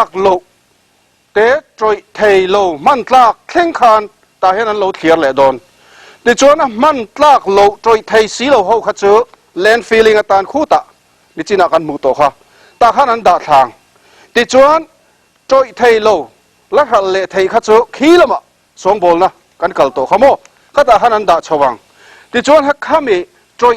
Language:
Mizo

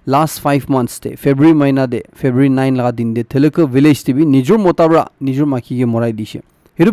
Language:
Naga Pidgin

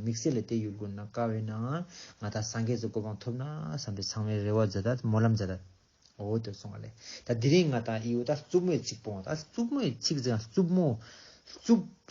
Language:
Ladakhi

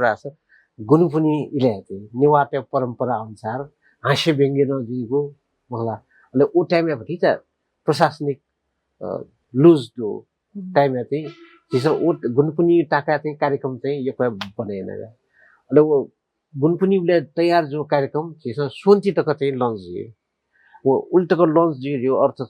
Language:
Newari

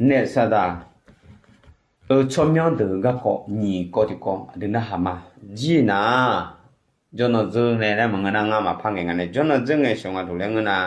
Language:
Akha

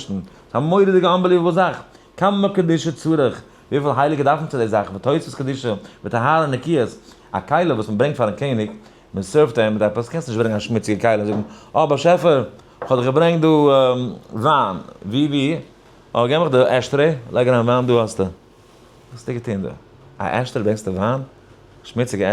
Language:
Yiddish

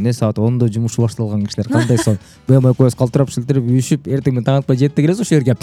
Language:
Kyrgyz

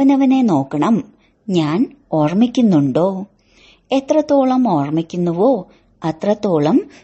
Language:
Malayalam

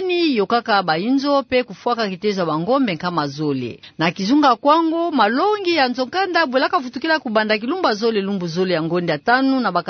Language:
Kituba (Democratic Republic of Congo)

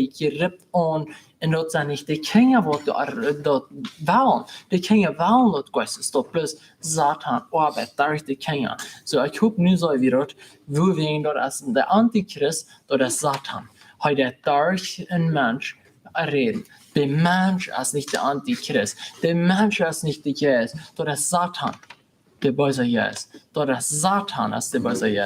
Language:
Plautdietsch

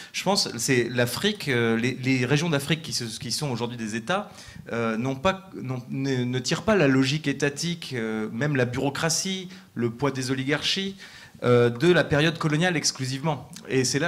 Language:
French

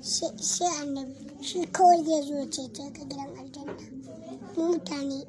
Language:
Hausa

